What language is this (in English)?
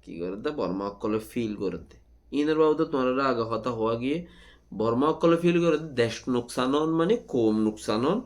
Rohingya